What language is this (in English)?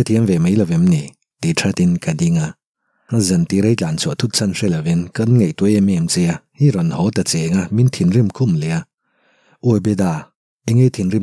Mizo